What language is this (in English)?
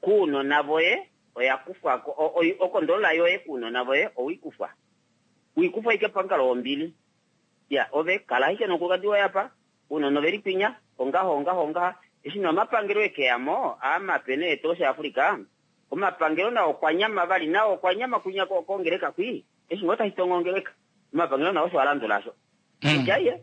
Kuanyama